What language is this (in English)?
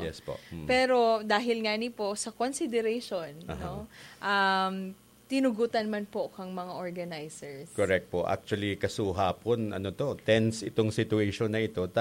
Bikol